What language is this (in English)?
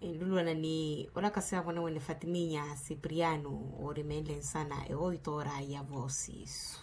Makhuwa